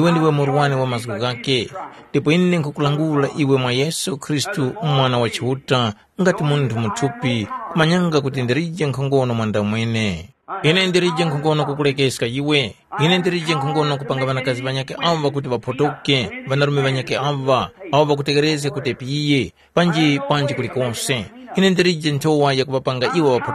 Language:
Tumbuka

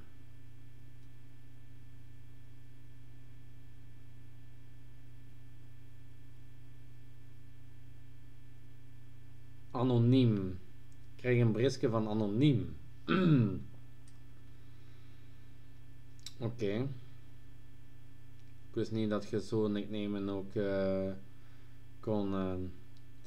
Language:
Dutch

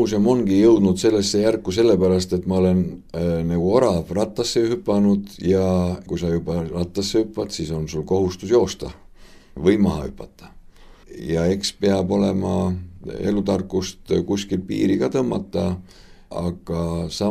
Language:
Estonian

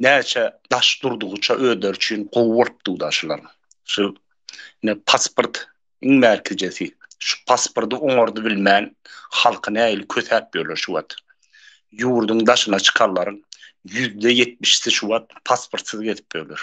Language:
Turkmen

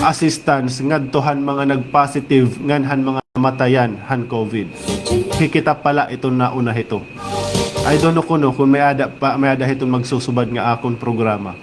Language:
Waray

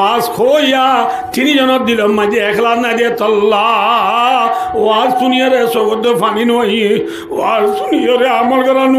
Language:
Rohingya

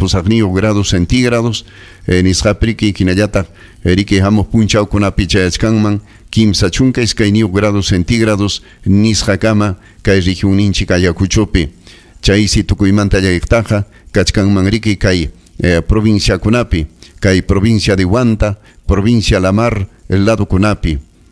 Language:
Ayacucho Quechua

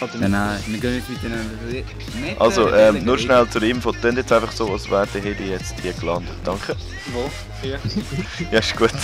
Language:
Swiss German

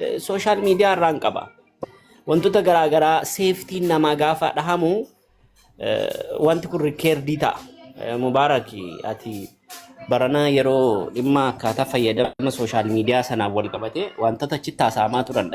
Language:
Oromo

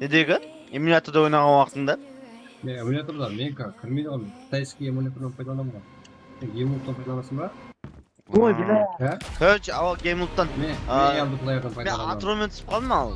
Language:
Kara-Kalpak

